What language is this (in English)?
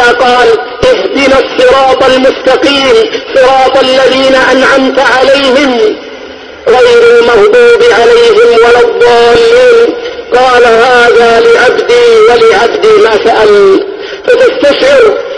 Arabic